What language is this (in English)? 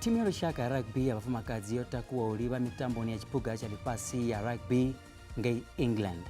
Venda